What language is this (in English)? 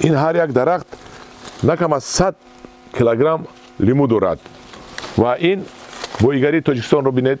Tajik